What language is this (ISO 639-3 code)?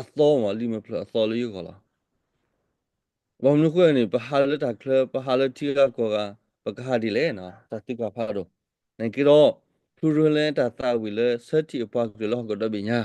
ksw